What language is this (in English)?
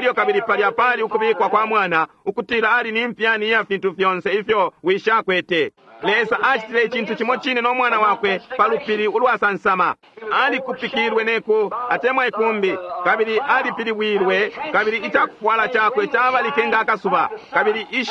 Bemba